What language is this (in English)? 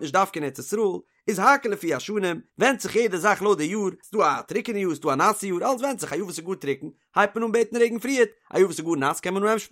Yiddish